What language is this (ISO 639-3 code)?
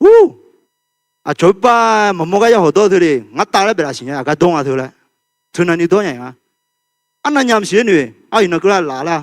ahk